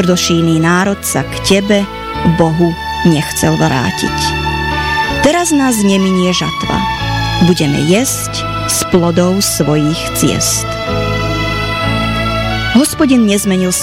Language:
Slovak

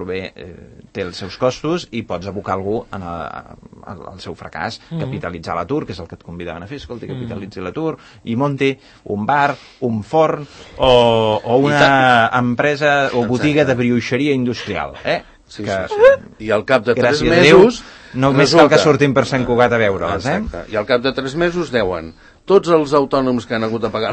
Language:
Catalan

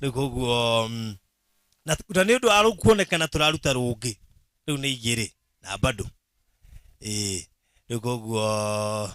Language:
Kikuyu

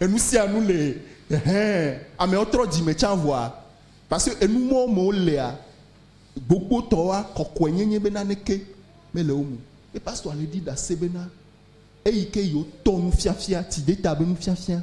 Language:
Ewe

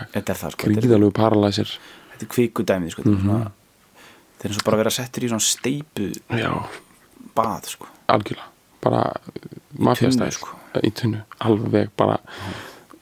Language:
Icelandic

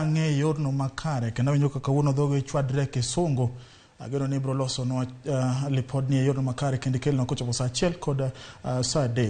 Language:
Luo (Kenya and Tanzania)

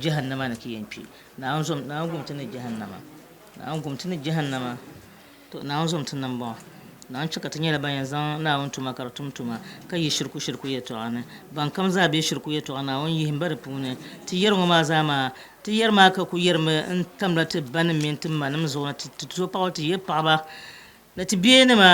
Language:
Dagbani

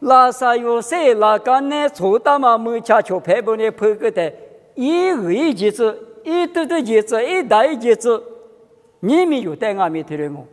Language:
Lisu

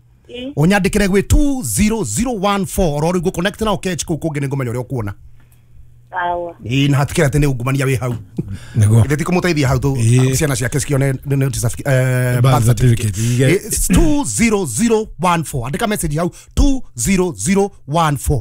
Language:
Kikuyu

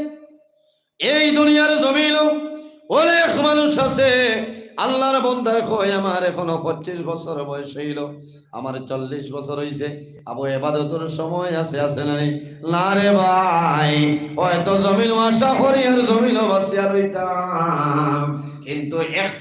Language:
Sylheti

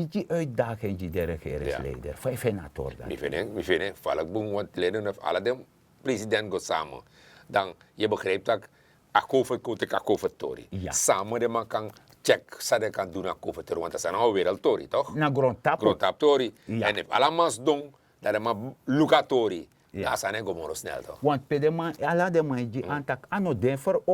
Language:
Sranan Tongo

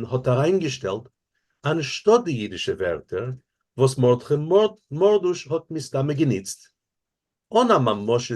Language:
Yiddish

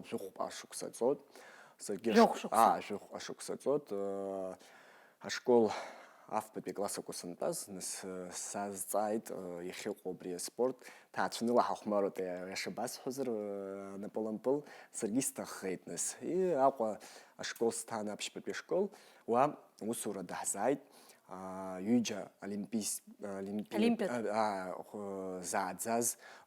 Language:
Abkhazian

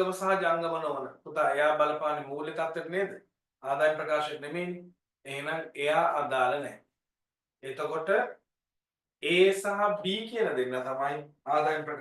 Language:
Sinhala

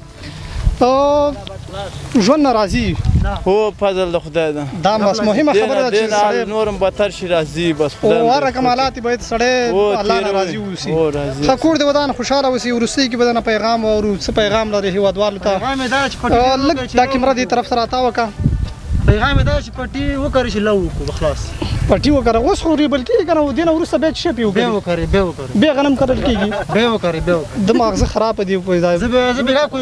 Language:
Pashto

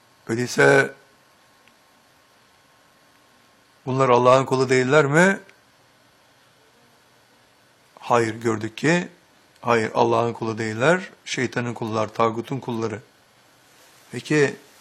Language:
Turkish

